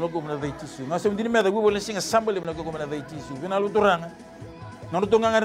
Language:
Fijian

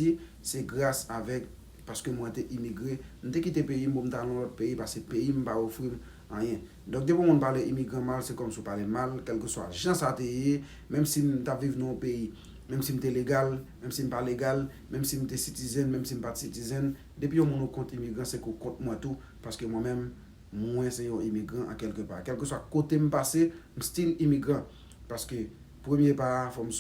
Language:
Haitian Creole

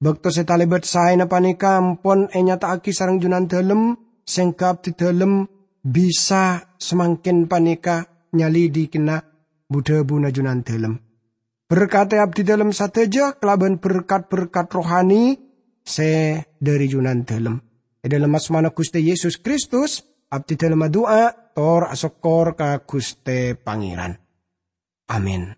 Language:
Madurese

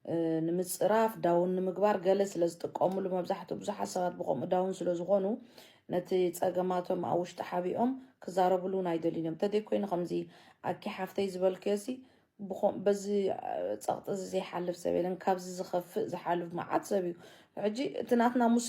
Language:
Tigrinya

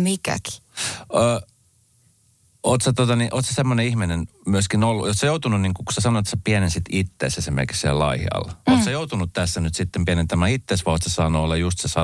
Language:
Finnish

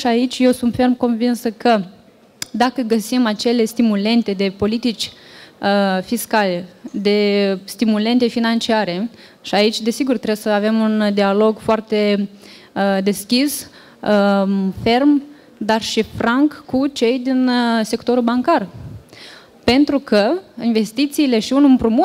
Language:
Romanian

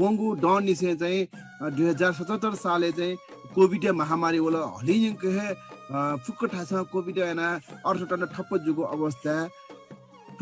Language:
Newari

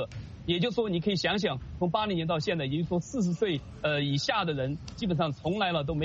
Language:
Chinese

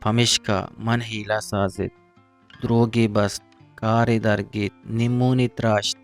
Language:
Eastern Balochi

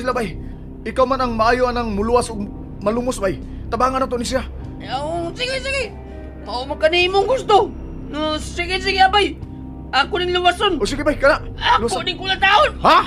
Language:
Cebuano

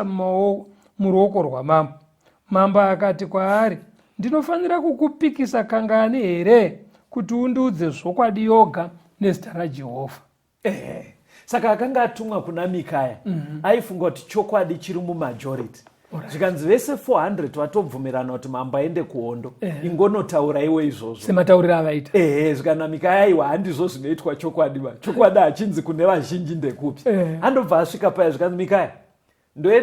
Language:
Shona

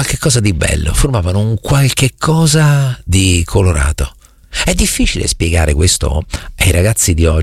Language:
Italian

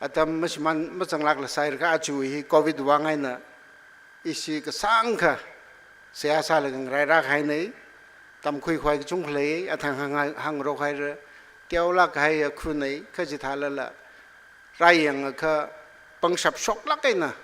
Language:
Tangkhul Naga (India)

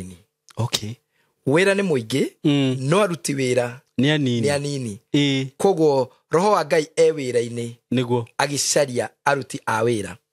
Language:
Kikuyu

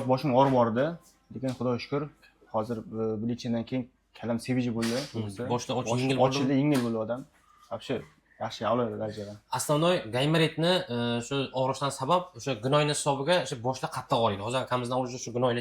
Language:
Uzbek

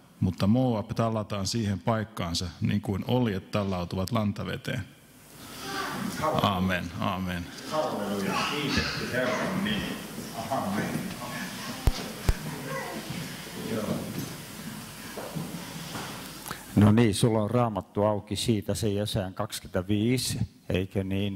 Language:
Finnish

